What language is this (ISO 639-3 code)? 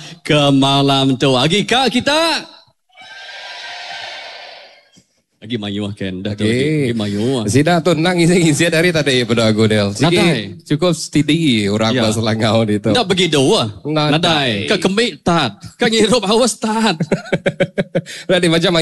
iba